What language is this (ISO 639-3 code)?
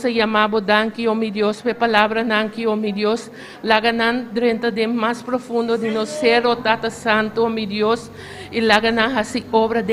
pap